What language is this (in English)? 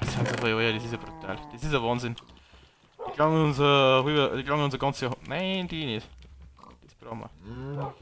Bavarian